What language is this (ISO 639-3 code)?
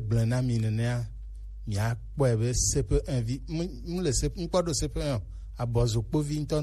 gej